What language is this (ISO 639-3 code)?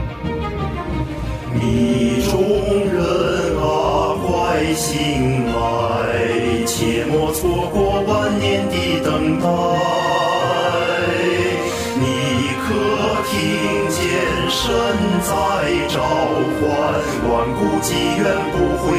zho